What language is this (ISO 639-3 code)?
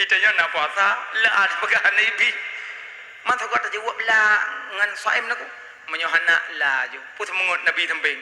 ace